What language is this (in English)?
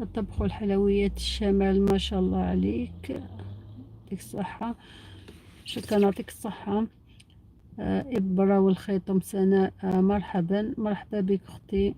Algerian Arabic